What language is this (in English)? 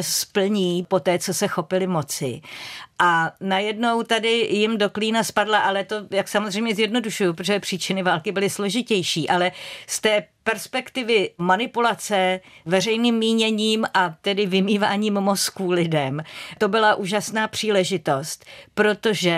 Czech